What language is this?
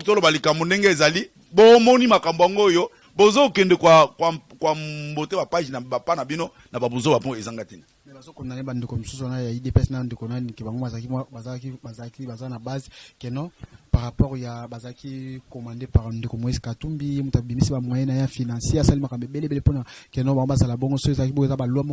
Lingala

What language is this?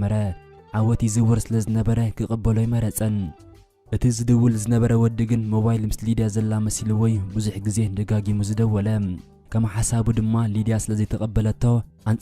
Tigrinya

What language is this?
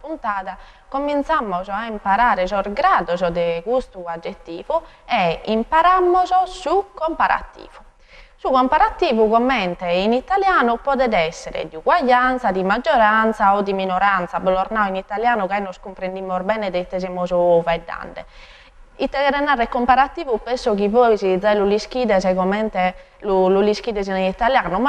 Sardinian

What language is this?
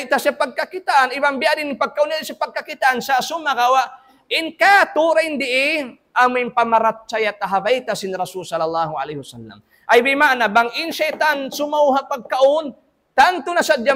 Tausug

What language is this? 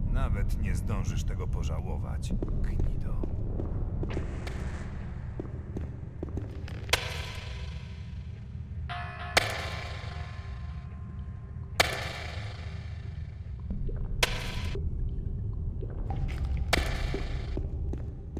Polish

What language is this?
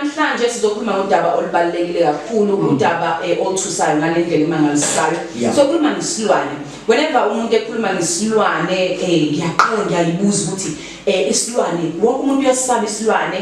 Zulu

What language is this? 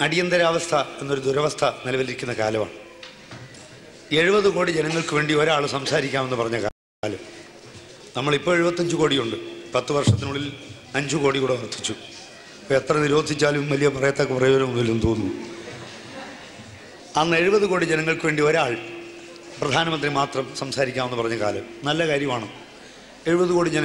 Malayalam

